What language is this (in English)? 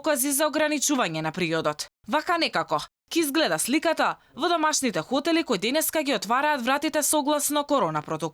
Macedonian